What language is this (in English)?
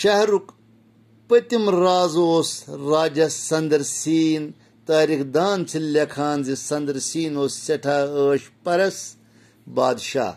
Kashmiri